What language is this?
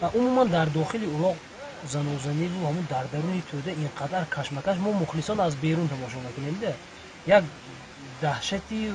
Tajik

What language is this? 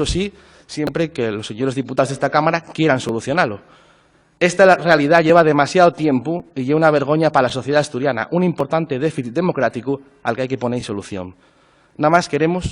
Asturian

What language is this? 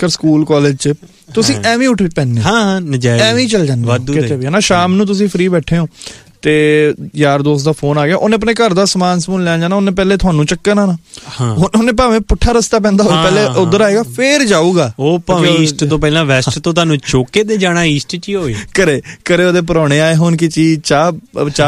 Punjabi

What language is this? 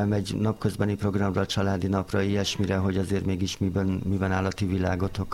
Hungarian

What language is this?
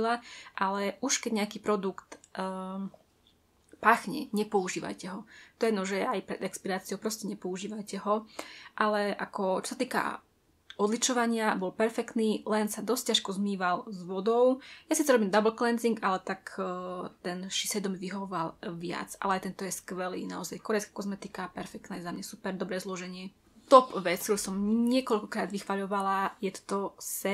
Slovak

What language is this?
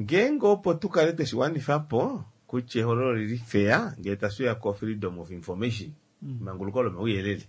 Kuanyama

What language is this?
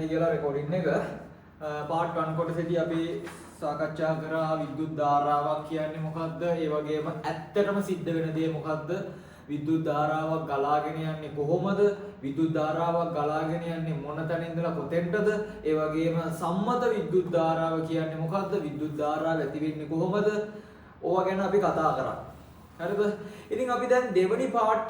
Sinhala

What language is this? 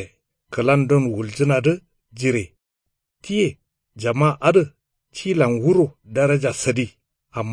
Kanuri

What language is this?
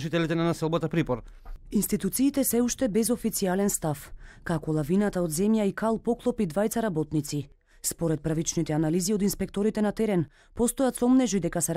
Macedonian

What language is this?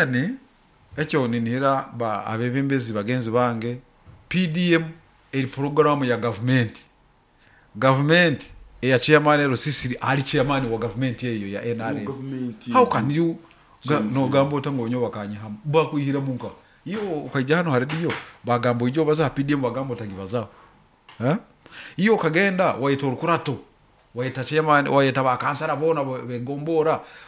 Nyoro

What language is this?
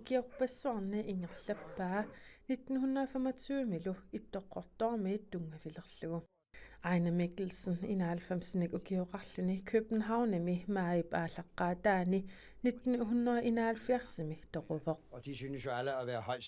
Kalaallisut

